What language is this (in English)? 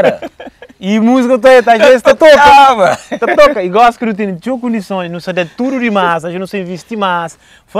Kabuverdianu